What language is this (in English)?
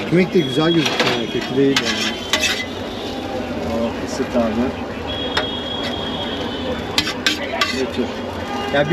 Turkish